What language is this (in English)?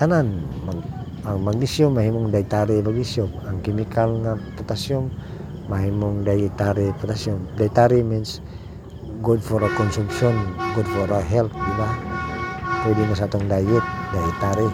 Cebuano